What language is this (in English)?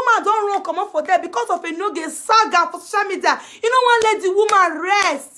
Nigerian Pidgin